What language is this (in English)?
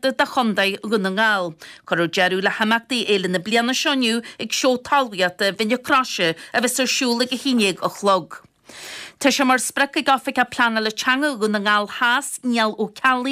Irish